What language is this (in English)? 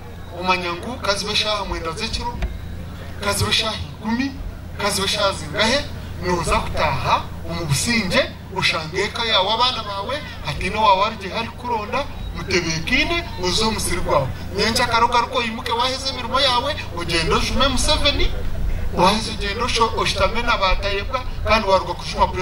Nyankole